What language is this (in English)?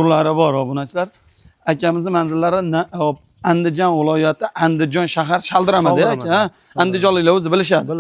Uzbek